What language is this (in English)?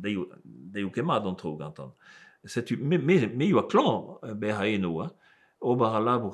Breton